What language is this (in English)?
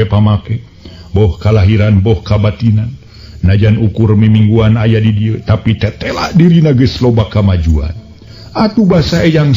Sundanese